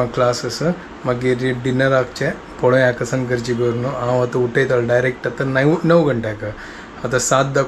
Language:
Konkani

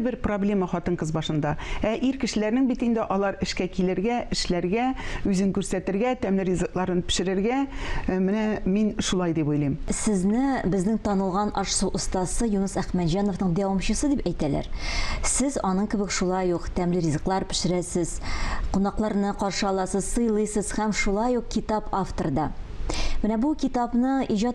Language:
Tatar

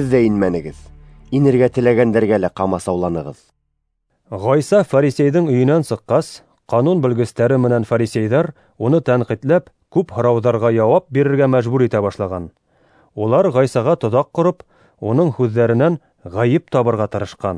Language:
Bashkir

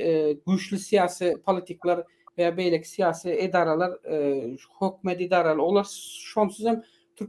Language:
Turkmen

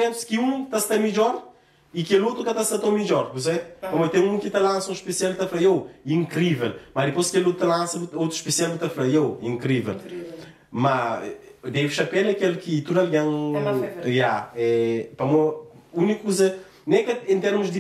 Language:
Kabuverdianu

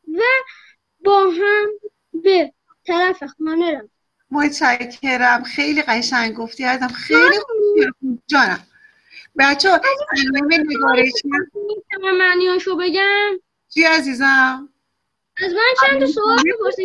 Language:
Persian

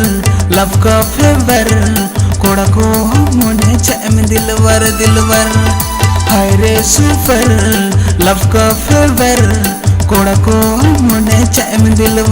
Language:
Santali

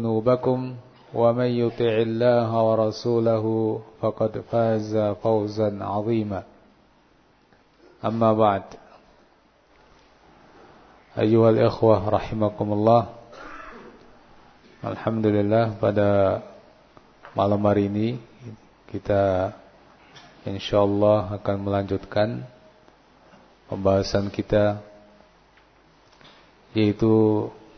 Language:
Indonesian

